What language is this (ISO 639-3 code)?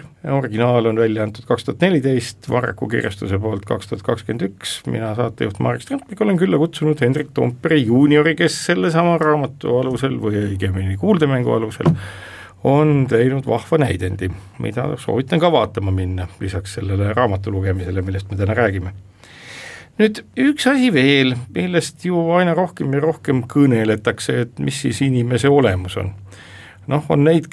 est